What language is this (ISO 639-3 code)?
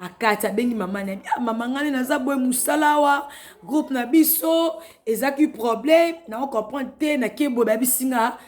lin